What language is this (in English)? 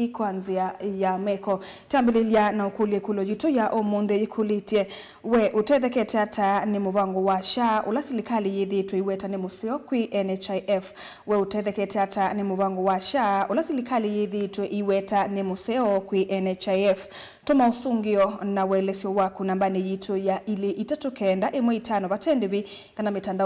Kamba